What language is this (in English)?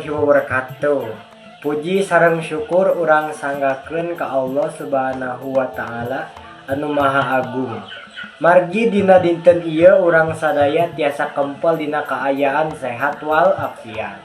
Sundanese